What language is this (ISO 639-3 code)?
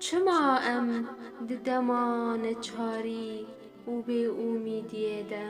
kur